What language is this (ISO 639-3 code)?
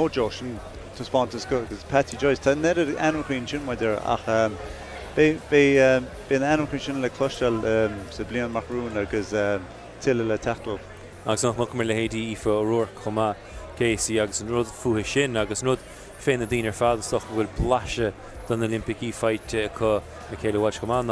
gle